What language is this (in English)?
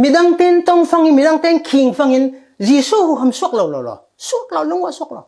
Falam Chin